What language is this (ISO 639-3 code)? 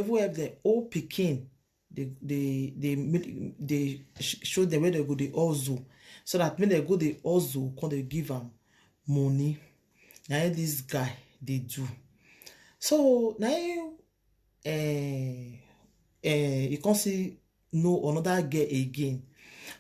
pcm